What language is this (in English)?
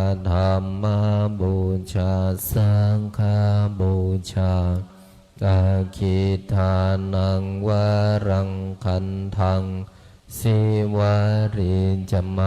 Pali